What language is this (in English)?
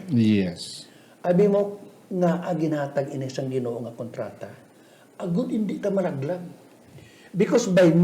Hiligaynon